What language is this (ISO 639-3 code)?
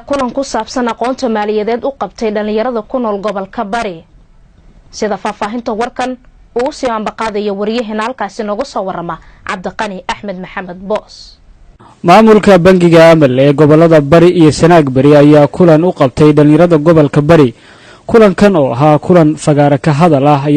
som